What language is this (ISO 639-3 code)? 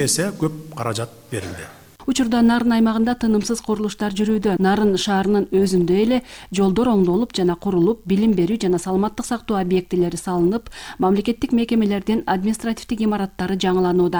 kir